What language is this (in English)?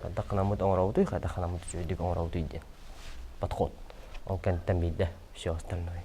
Yakut